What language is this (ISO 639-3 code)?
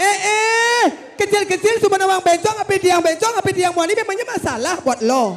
ban